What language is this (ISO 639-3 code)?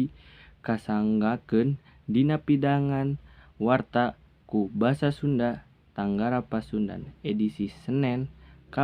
sun